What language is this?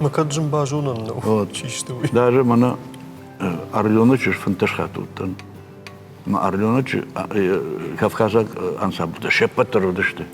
Ossetic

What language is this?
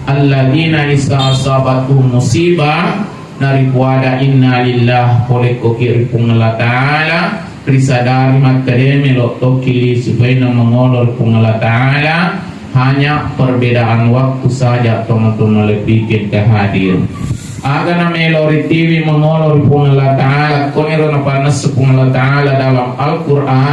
Buginese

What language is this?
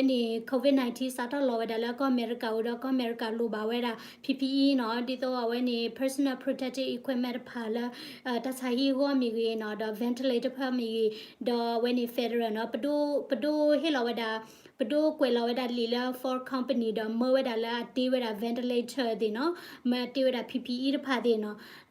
S'gaw Karen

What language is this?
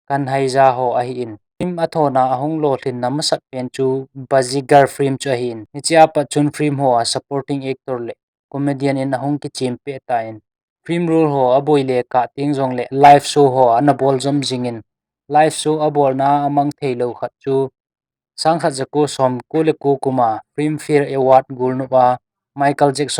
Thado Chin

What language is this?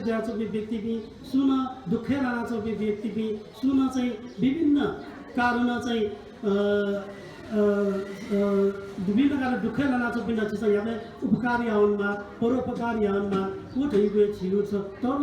Newari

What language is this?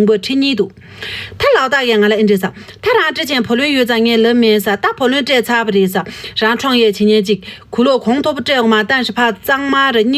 Tibetan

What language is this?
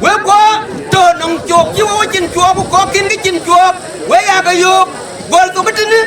Dinka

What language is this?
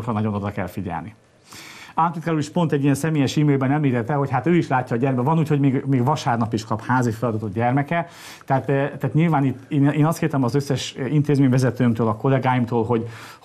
Hungarian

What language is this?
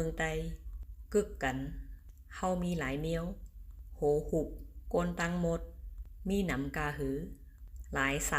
Shan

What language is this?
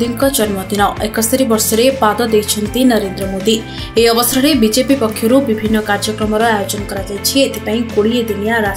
Odia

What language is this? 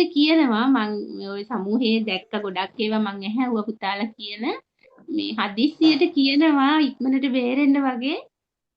Sinhala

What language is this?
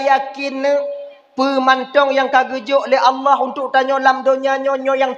Achinese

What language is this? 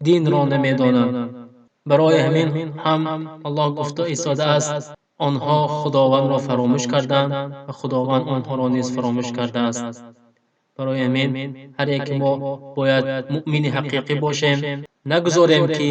Tajik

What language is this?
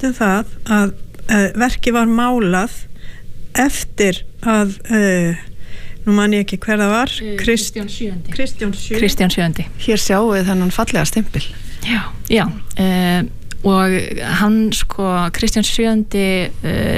Icelandic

